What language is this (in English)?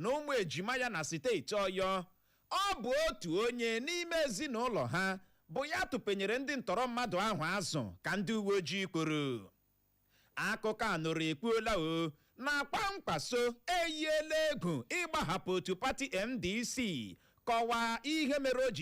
Igbo